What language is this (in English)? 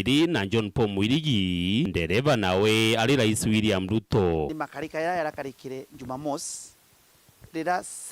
Meru